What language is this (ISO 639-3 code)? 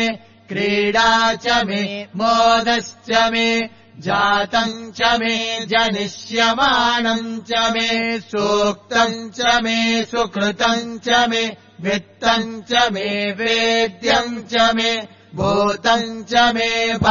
san